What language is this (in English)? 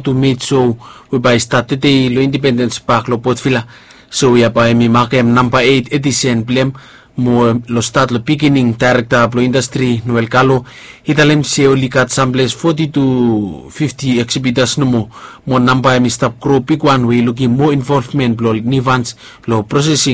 Bislama